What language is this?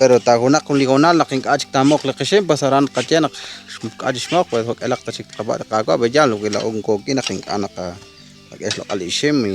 Kekchí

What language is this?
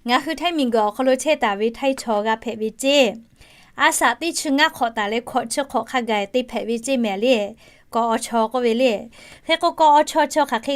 Lahu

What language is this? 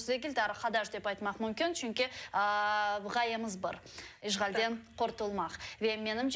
Crimean Tatar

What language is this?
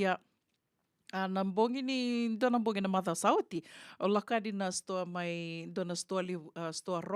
Fijian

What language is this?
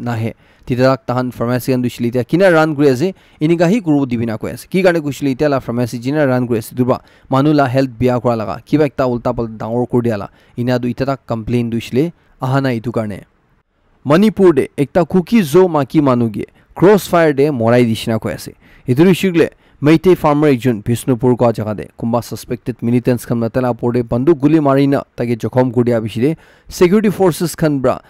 Naga Pidgin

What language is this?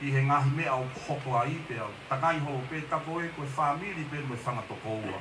Tongan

